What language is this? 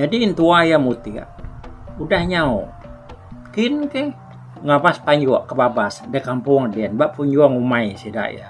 Iban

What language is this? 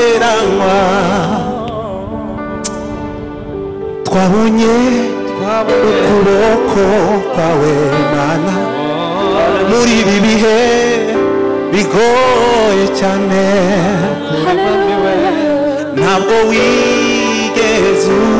Kinyarwanda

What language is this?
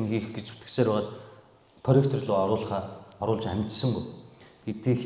Mongolian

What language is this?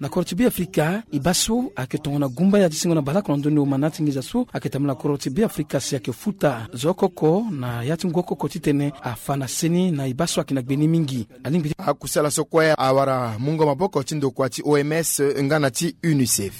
Sango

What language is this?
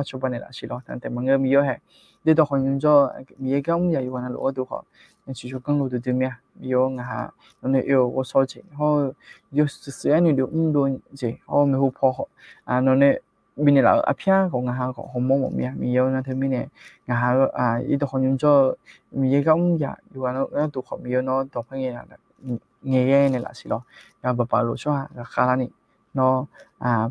Akha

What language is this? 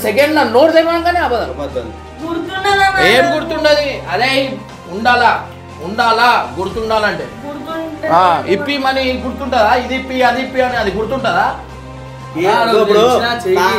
Telugu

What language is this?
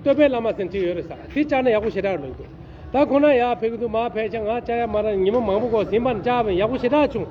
Tibetan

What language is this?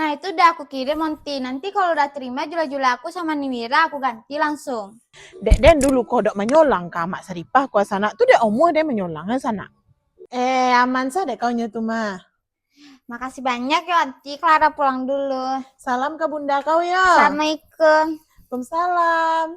Minangkabau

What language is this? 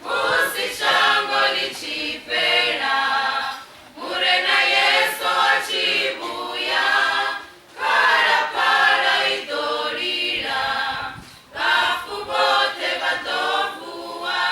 Venda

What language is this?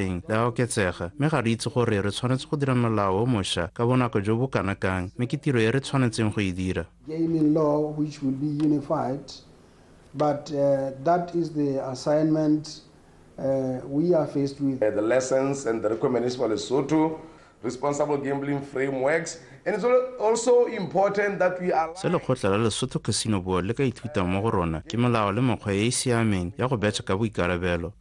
Tswana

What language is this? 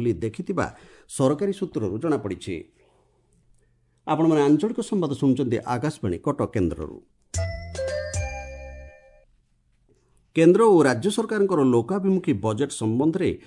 Odia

